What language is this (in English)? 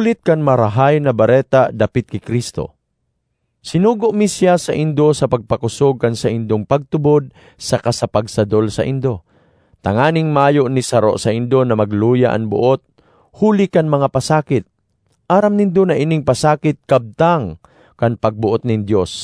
Bikol